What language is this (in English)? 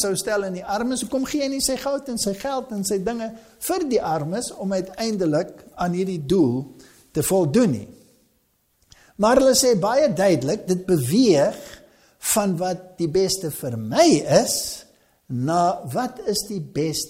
Afrikaans